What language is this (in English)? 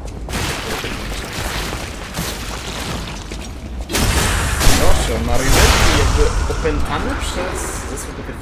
Polish